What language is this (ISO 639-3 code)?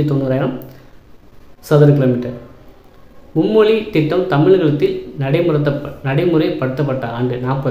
tam